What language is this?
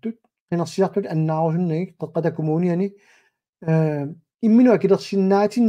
Kalaallisut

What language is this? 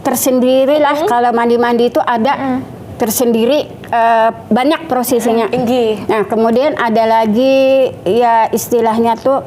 Banjar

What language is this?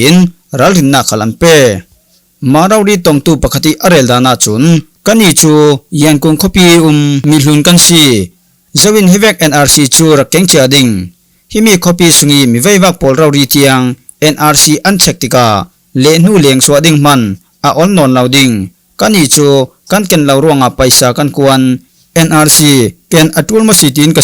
Falam Chin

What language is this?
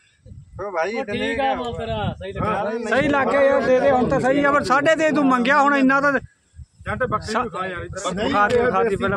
Punjabi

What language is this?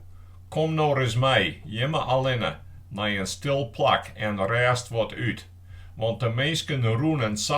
Western Frisian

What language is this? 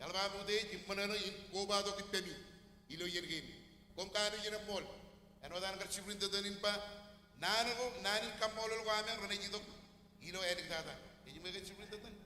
Marshallese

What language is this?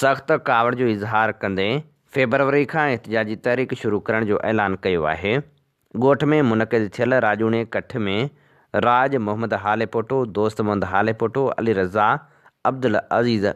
Sindhi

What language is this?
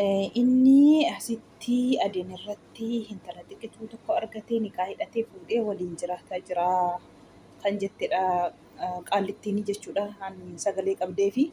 Oromo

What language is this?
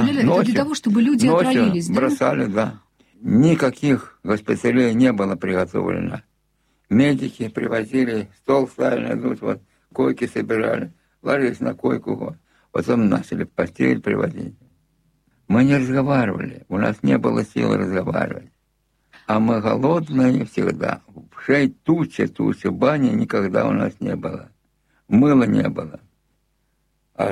Russian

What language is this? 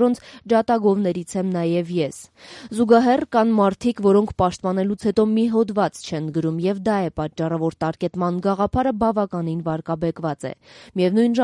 Armenian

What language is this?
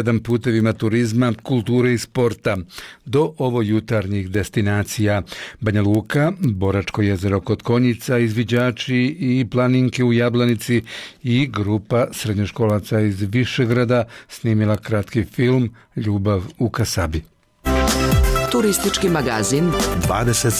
Bosnian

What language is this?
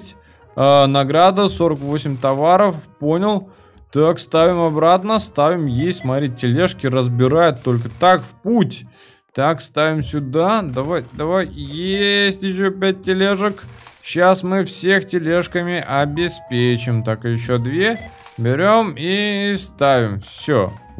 Russian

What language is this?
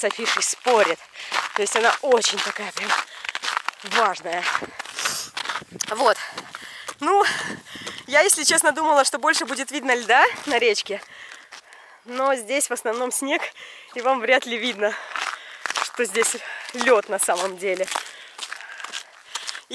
Russian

